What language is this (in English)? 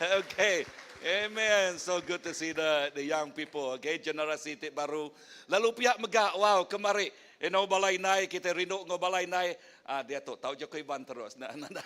Iban